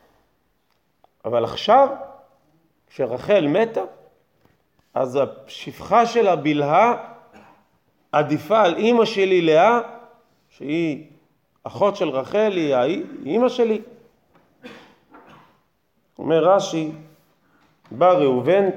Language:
Hebrew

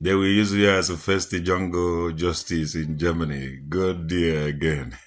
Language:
Igbo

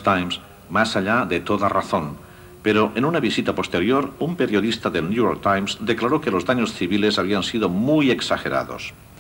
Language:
Spanish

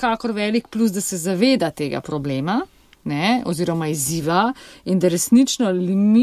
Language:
Slovenian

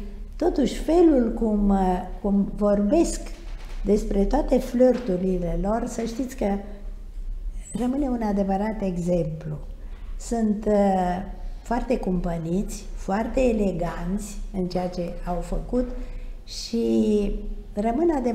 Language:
Romanian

